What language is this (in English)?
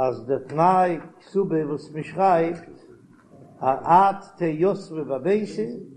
Yiddish